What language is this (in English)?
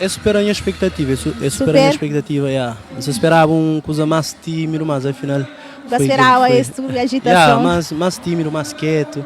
Kabuverdianu